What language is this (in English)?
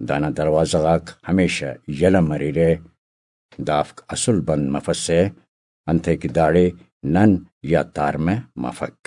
Brahui